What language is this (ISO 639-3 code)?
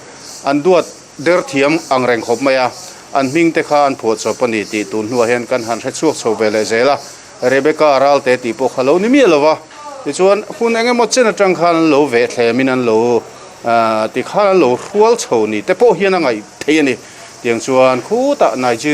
lus